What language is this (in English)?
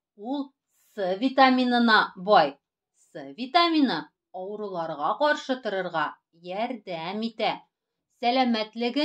Tatar